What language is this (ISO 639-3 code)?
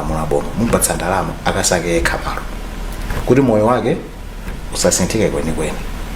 nya